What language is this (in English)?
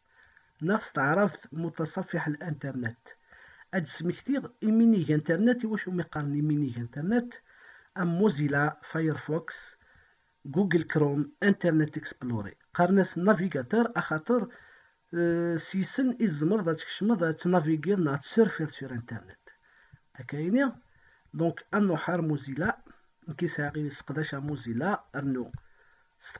Kabyle